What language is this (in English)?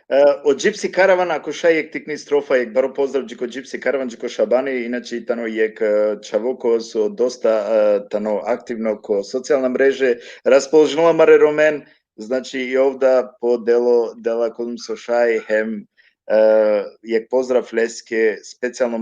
Balkan Romani